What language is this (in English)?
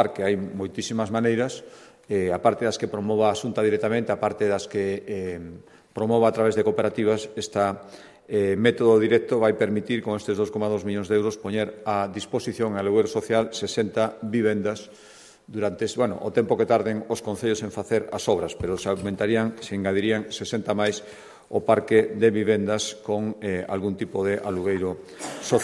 Galician